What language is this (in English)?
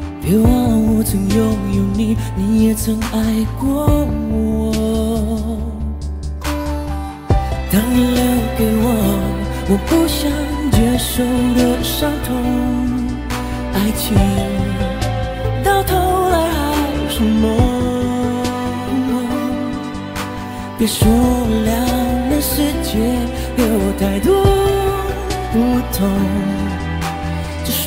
Chinese